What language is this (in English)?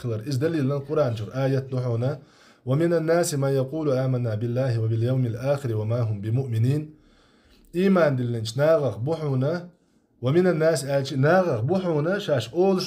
Chechen